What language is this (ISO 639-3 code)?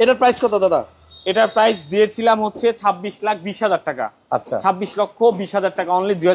ben